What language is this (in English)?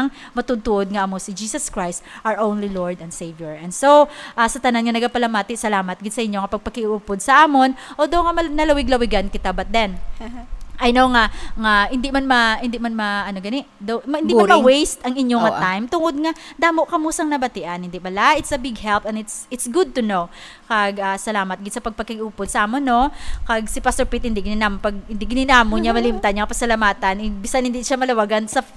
Hiligaynon